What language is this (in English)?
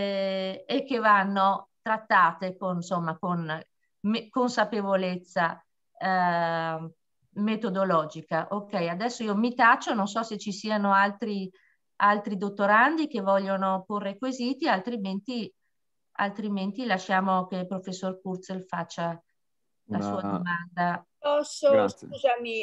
Italian